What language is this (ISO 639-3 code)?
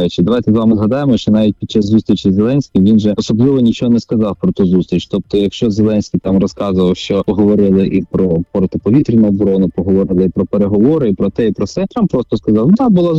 ukr